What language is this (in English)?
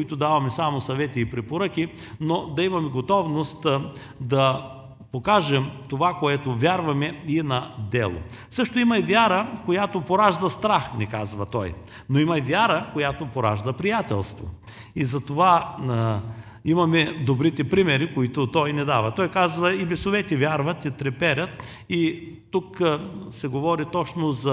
Bulgarian